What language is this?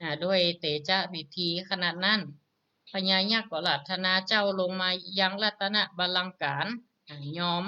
Northern Thai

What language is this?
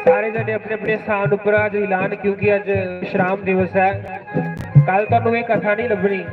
Dogri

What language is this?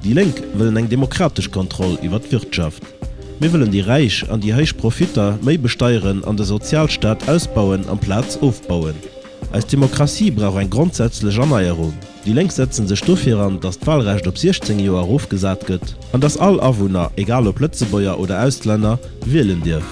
Luxembourgish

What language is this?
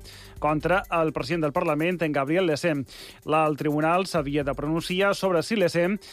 Catalan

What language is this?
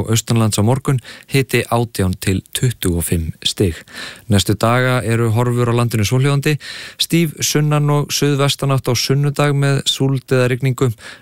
Icelandic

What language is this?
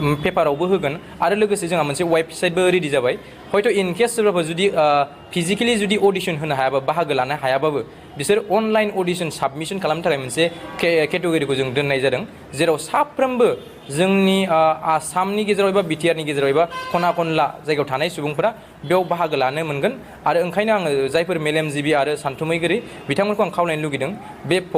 Bodo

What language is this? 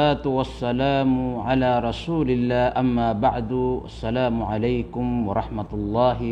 Maranao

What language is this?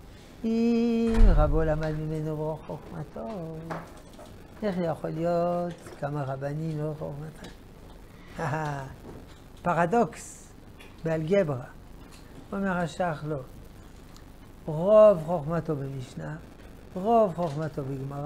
Hebrew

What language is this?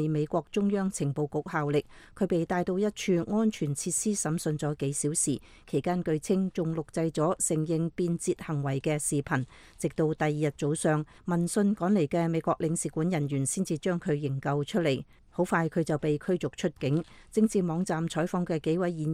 Cantonese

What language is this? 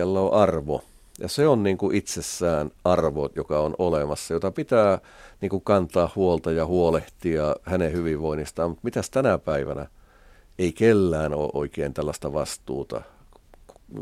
Finnish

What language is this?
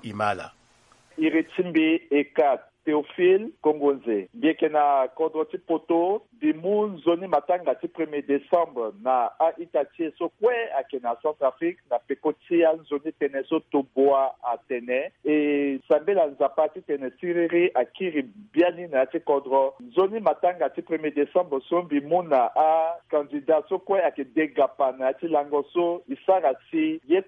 Sango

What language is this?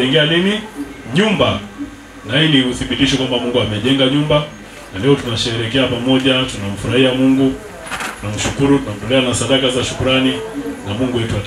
Swahili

